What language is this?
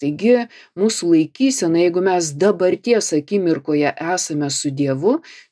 Lithuanian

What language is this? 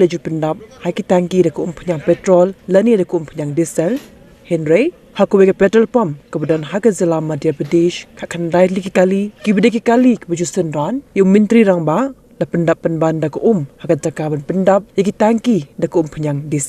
Khasi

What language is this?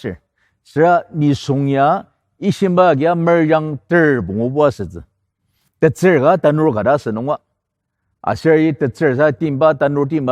Ao Naga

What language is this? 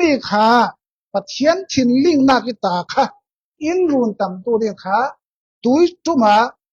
Falam Chin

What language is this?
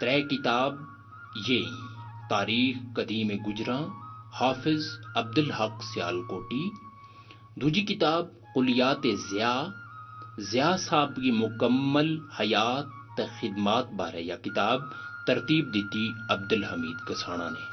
Gujari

